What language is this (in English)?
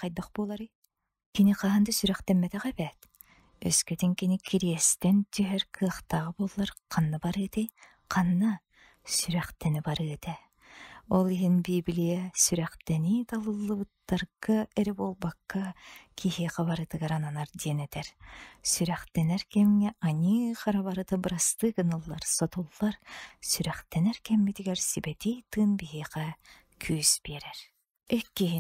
Yakut